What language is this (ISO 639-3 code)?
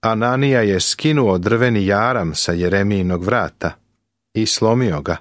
srp